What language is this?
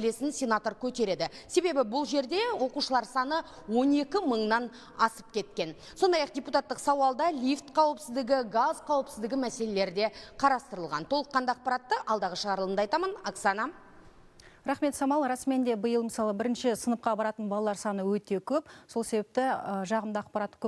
Kazakh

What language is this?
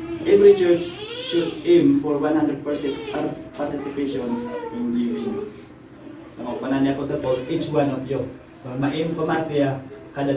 Iloko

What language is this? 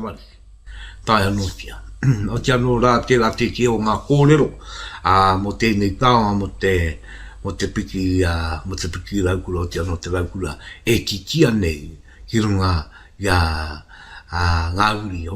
Māori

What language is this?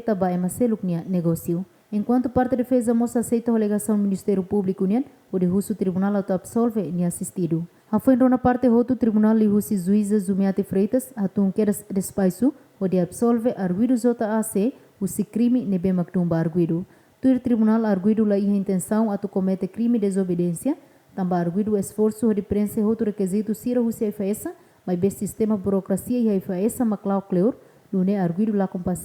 Tetum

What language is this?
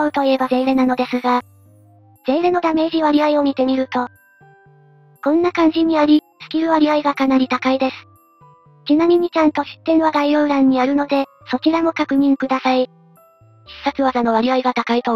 Japanese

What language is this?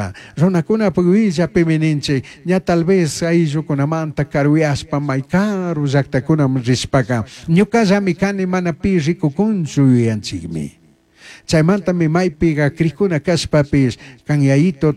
Chimborazo Highland Quichua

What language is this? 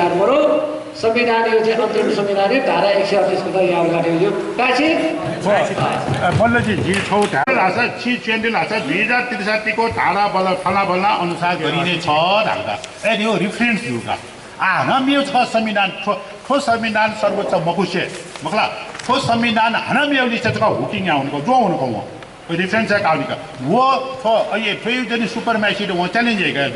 Newari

